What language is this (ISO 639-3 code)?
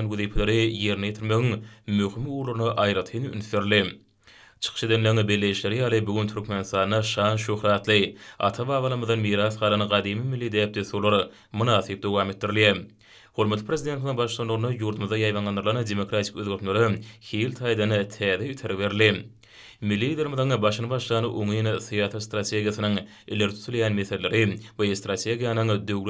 tuk